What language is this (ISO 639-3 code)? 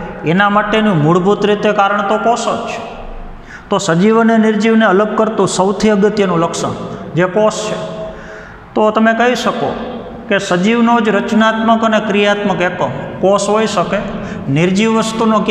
guj